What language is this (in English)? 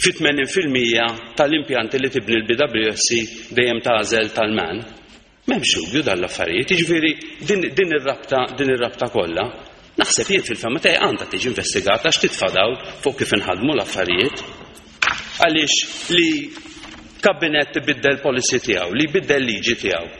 Maltese